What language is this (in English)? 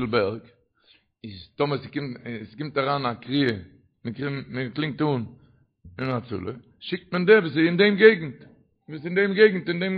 Yiddish